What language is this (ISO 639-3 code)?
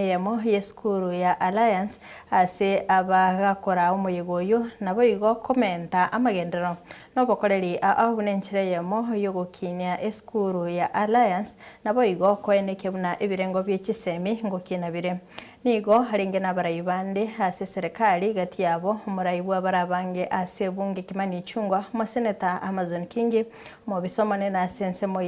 guz